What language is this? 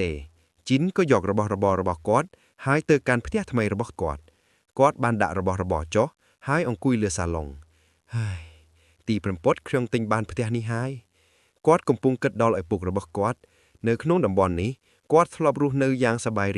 Khmer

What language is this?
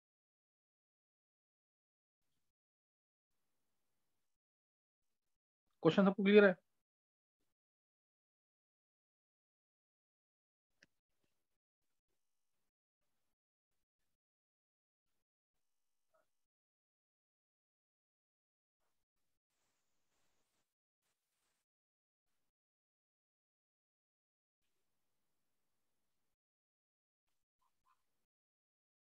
Hindi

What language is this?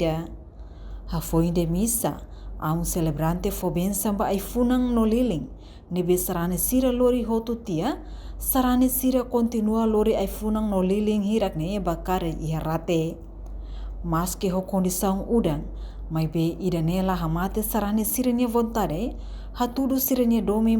Tetum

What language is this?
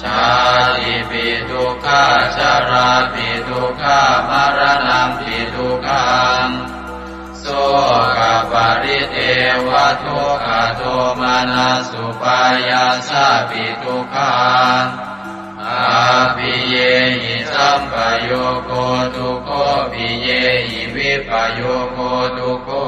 Pali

